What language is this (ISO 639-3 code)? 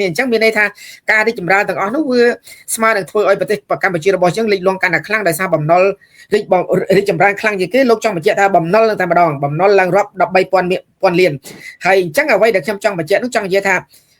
khm